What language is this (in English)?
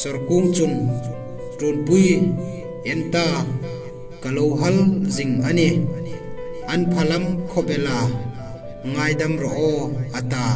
Hmar